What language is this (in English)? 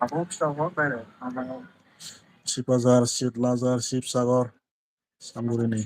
Bodo